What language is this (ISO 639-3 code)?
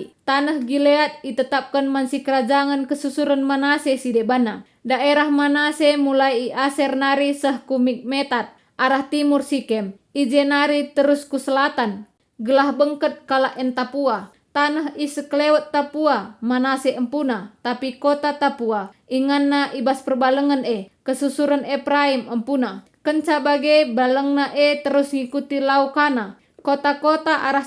btx